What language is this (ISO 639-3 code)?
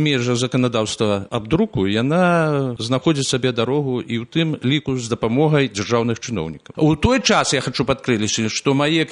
bel